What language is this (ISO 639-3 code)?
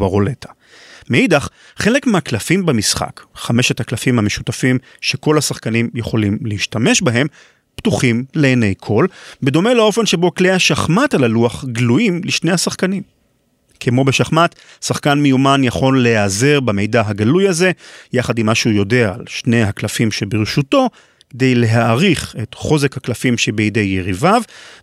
heb